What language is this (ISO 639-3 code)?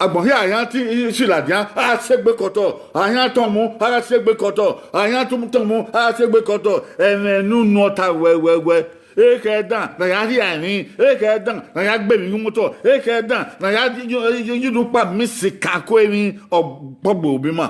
bin